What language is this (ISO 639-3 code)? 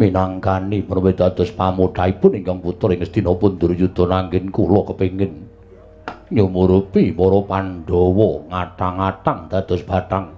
jav